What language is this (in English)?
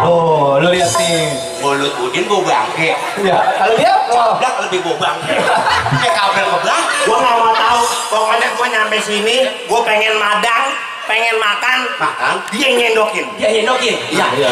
Betawi